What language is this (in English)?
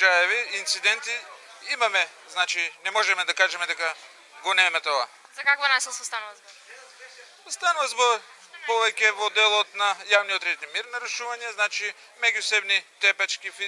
Macedonian